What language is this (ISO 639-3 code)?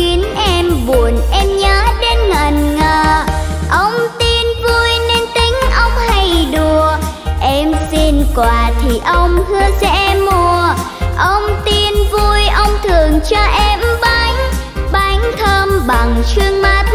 vie